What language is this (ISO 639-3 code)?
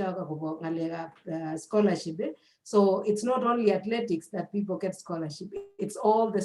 kln